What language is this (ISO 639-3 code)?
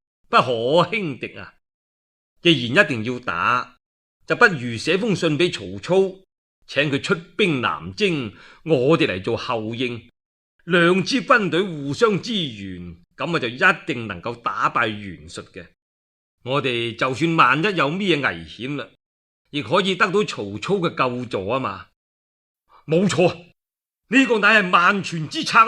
yue